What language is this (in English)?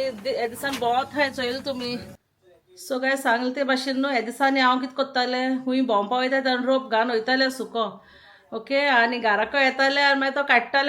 Konkani